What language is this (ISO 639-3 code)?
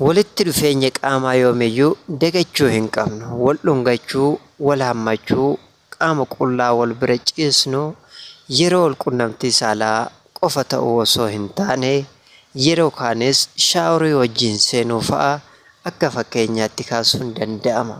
orm